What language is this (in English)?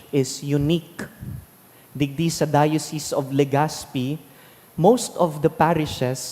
Bikol